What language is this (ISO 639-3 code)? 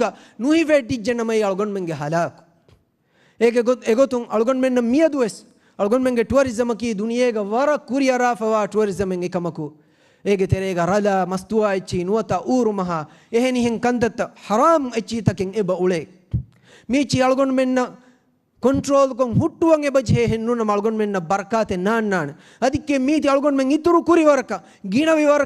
div